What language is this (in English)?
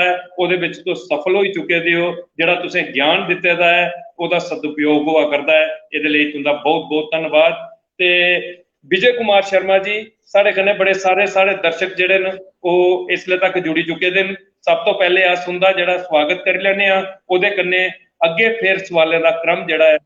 Dogri